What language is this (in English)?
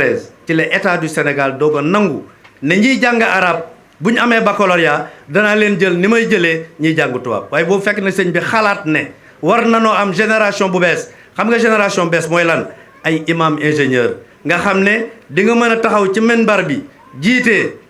Wolof